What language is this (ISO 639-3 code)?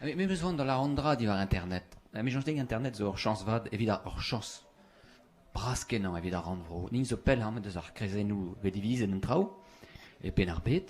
bre